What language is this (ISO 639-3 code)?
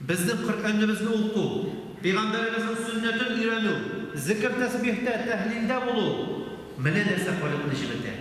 tat